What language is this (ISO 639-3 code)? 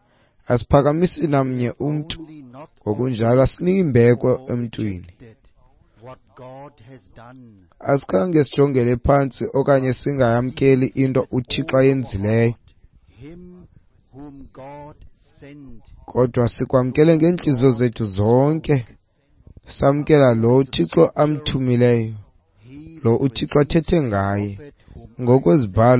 xho